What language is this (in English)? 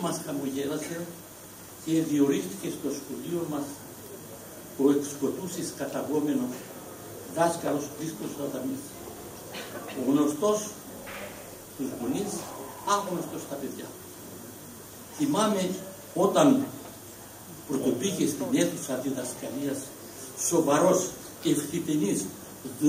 Greek